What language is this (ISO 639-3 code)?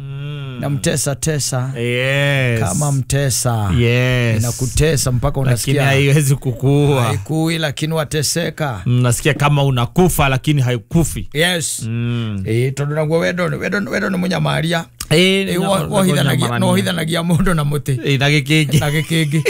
kik